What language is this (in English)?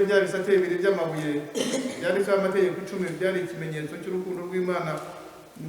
Kinyarwanda